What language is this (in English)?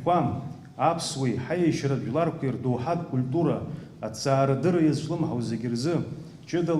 Abkhazian